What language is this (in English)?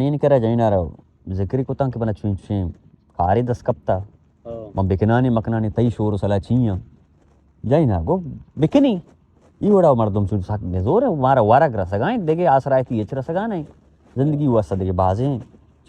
Baluchi